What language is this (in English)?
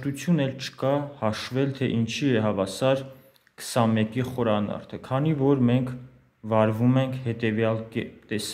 Armenian